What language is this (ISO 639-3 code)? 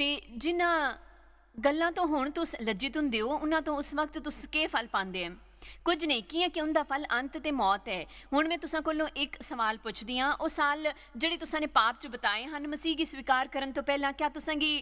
doi